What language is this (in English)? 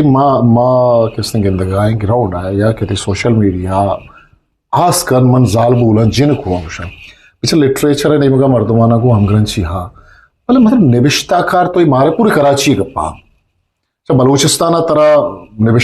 Eastern Balochi